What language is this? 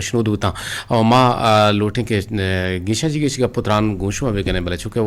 Eastern Balochi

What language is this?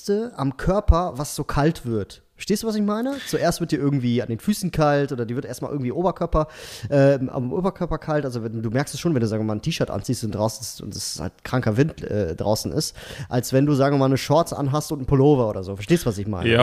German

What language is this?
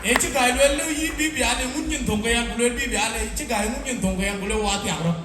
Dinka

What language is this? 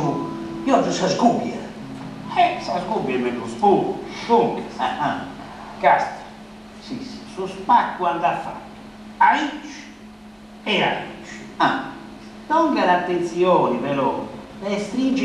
Sardinian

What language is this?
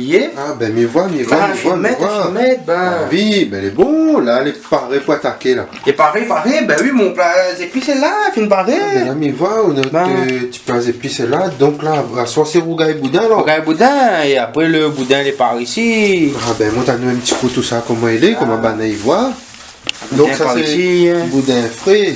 Réunion Creole French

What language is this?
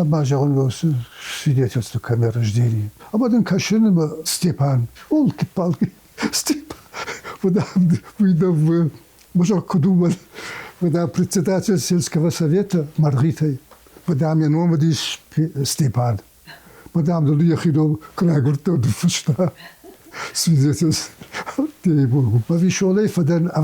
Ossetic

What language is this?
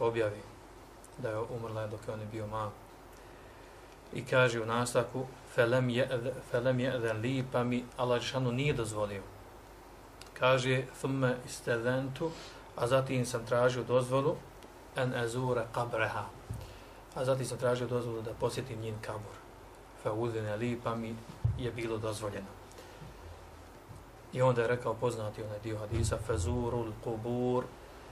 Bosnian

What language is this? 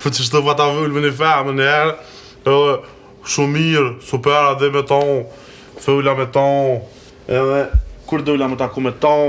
Albanian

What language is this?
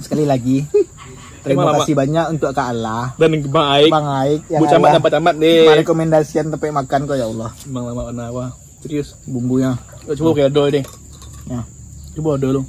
Minangkabau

